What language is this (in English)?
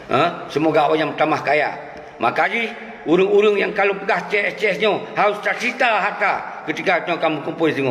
Achinese